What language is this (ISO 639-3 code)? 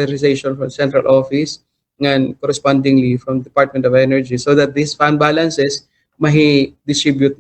war